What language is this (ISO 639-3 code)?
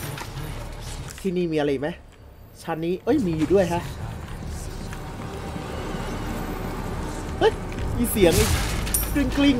tha